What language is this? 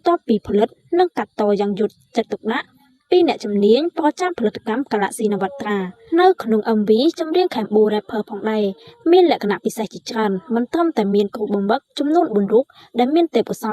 Khmer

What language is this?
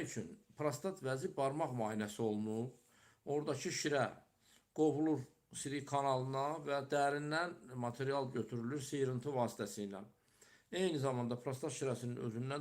Azerbaijani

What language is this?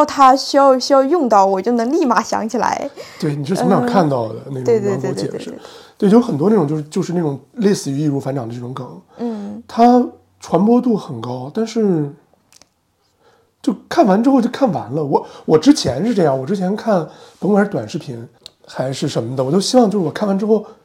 Chinese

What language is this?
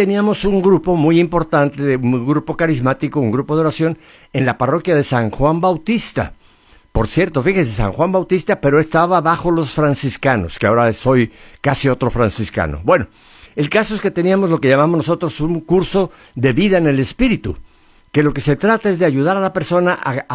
Spanish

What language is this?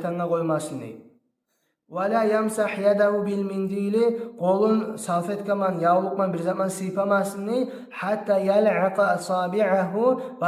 Kumyk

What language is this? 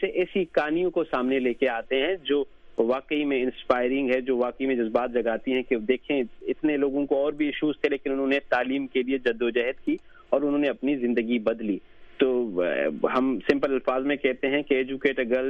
Urdu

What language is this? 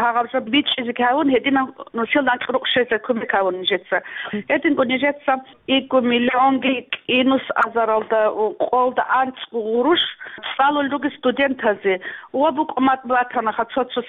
Avaric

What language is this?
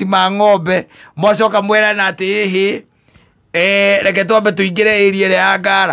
Kikuyu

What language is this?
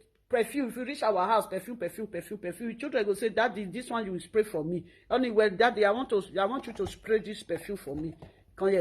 Nigerian Pidgin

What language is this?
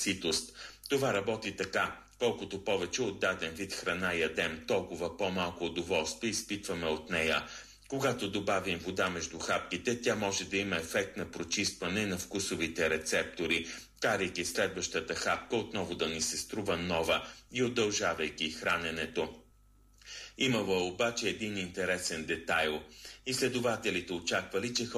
Bulgarian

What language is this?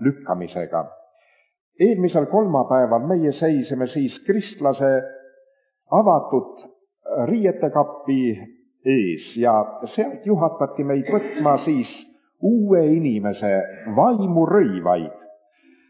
Estonian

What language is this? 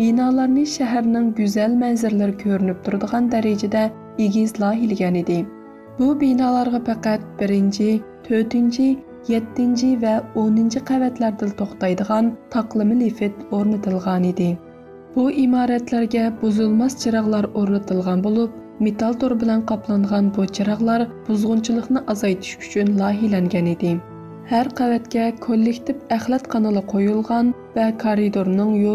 Uyghur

